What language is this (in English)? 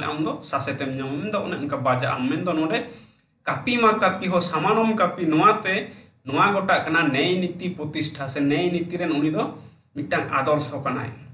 Santali